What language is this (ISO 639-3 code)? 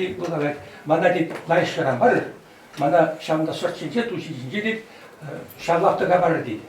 chv